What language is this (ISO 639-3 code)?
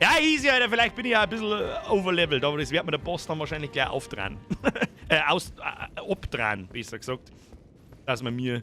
bar